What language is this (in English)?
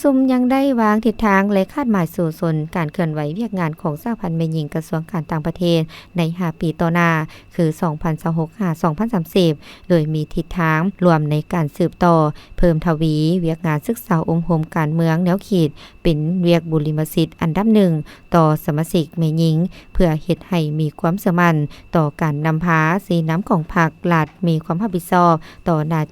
Lao